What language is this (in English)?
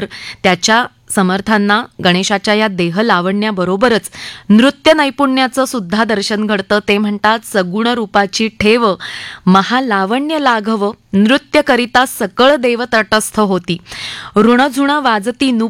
Marathi